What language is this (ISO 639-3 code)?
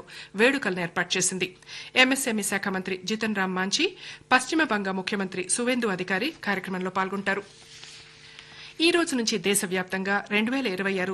tel